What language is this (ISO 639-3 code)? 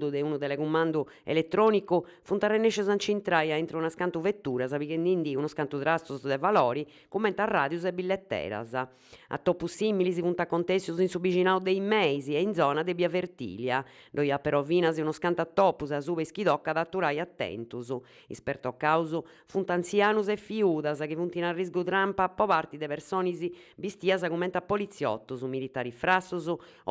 srd